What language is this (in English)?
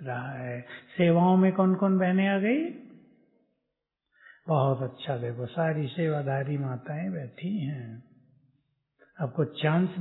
Hindi